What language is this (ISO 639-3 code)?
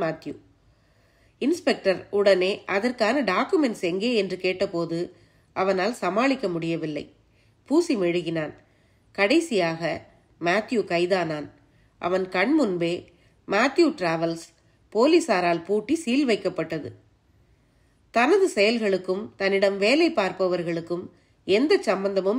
tam